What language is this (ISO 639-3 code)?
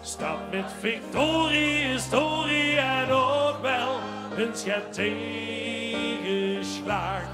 lim